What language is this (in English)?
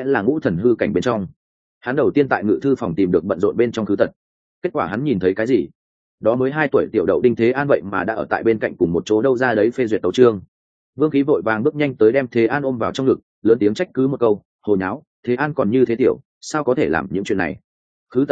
Vietnamese